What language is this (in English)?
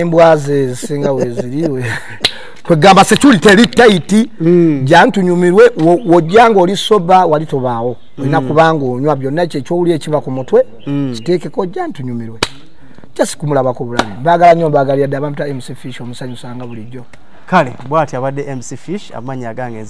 Ganda